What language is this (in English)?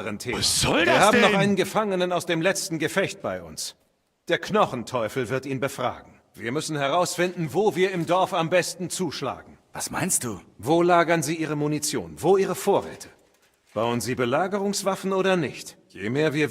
Bavarian